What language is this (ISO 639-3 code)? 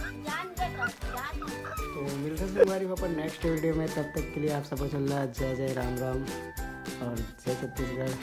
hne